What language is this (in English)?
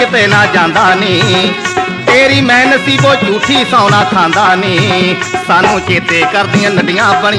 Punjabi